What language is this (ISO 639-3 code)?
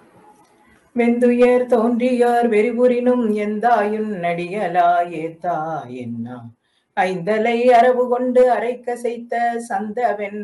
tam